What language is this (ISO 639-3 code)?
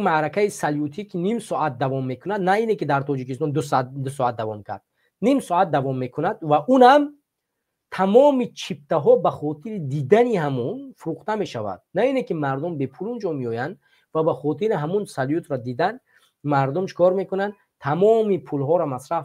tgk